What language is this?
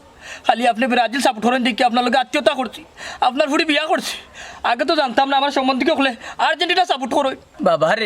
Sylheti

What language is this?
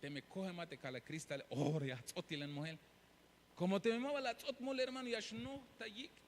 Tzeltal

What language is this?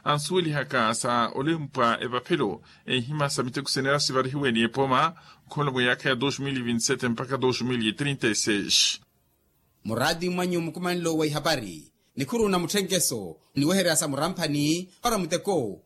Makhuwa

